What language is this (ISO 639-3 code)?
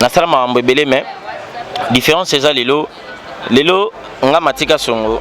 lin